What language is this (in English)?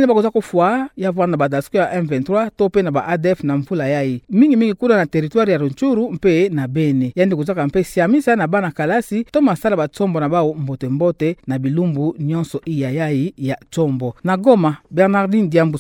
Kituba (Democratic Republic of Congo)